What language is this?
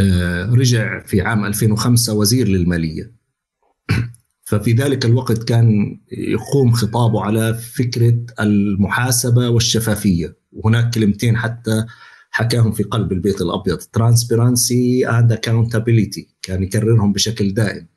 North Levantine Arabic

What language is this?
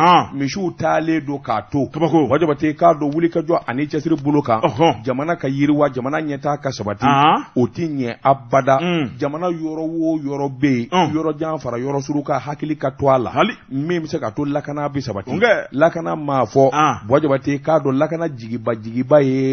Bambara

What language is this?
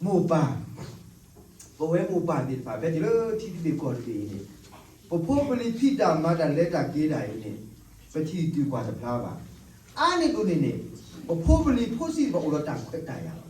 S'gaw Karen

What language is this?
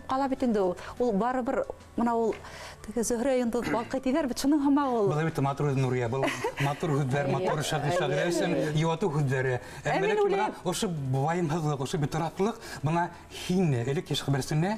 Bashkir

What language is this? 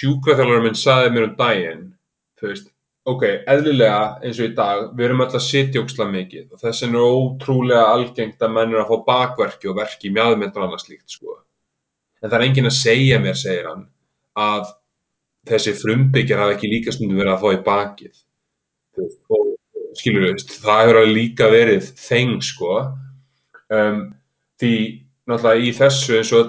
Icelandic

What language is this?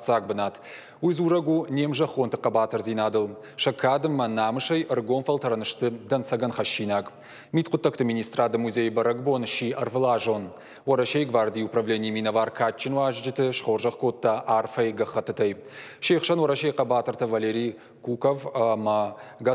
Ossetic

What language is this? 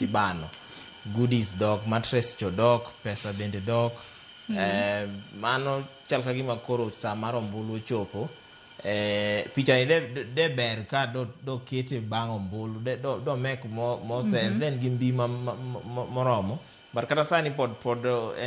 Luo (Kenya and Tanzania)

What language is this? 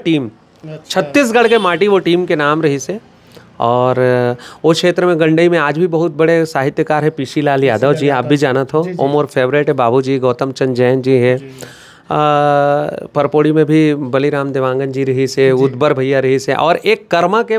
Chhattisgarhi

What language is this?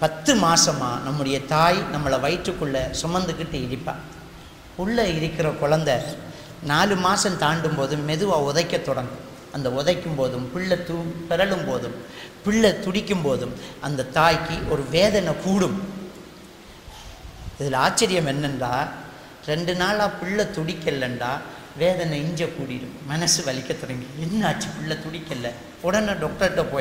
Tamil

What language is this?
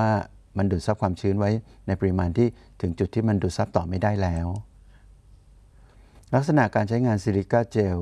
Thai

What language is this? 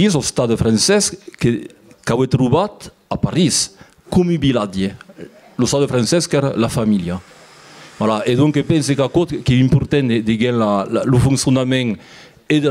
Occitan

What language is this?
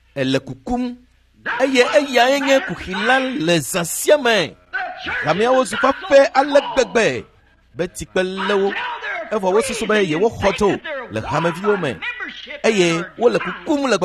Ewe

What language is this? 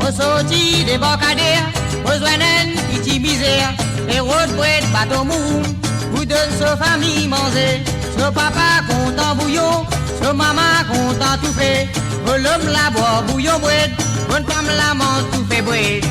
Morisyen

